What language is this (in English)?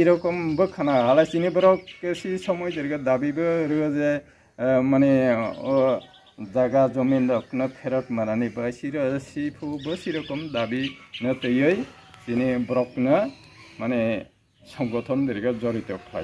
Riang (India)